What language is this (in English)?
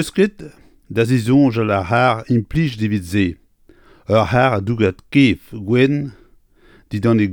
Breton